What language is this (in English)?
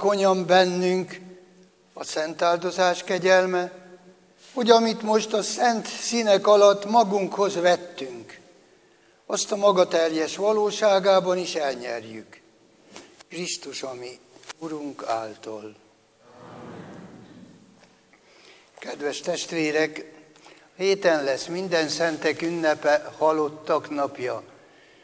Hungarian